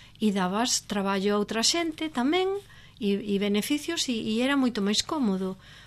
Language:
Galician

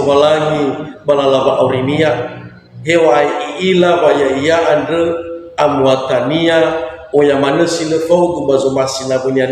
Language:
Nias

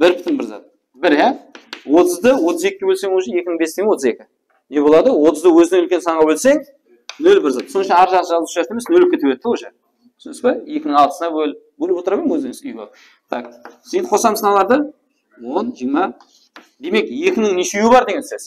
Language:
Kara-Kalpak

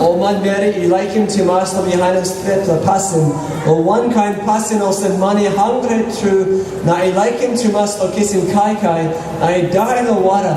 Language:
Tok Pisin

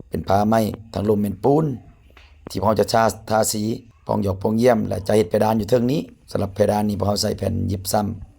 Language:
Lao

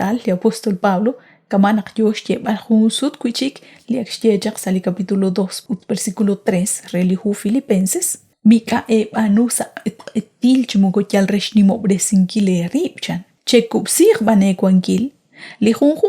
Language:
Kekchí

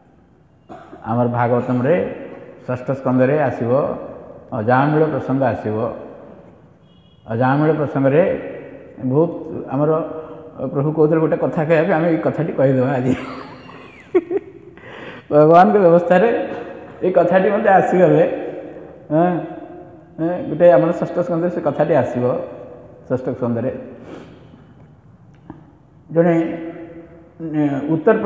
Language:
Odia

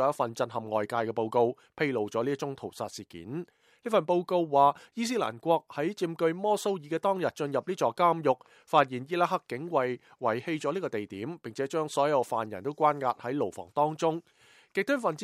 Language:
Cantonese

